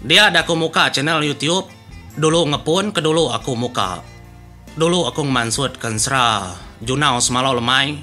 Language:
Iban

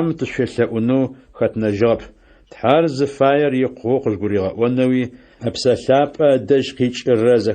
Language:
Adyghe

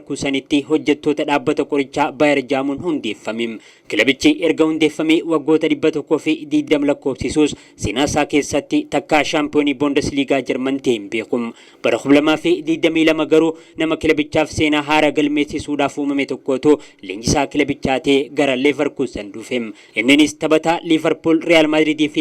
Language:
Oromo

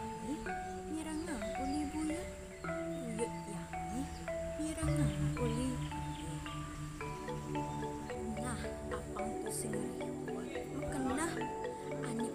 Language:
Balinese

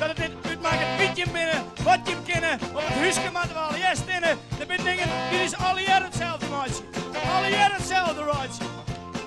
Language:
Western Frisian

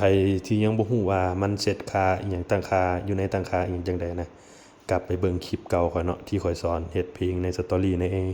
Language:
Lao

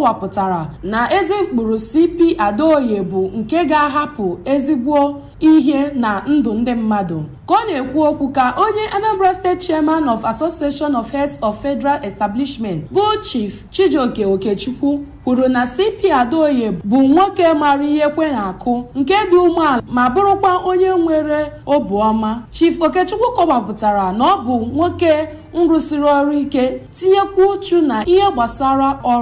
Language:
Igbo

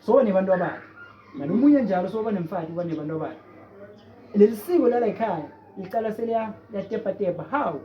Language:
Zulu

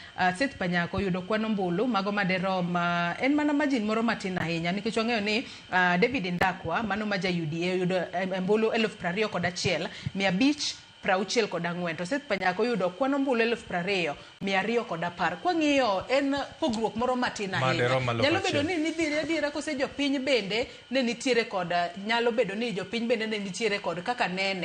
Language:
Luo (Kenya and Tanzania)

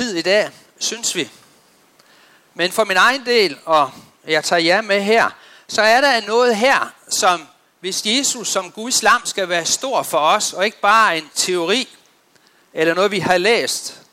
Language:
Danish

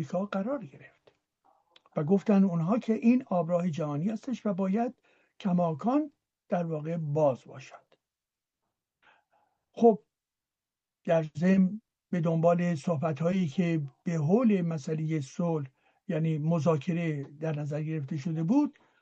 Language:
Persian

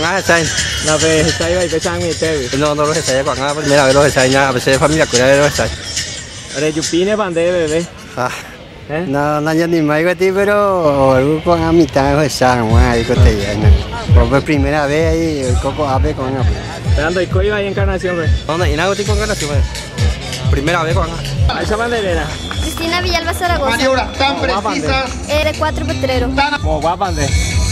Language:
Guarani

